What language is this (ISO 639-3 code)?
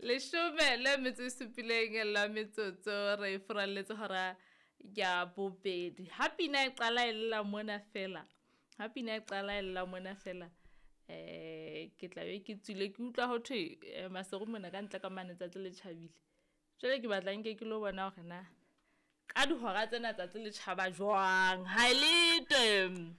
sot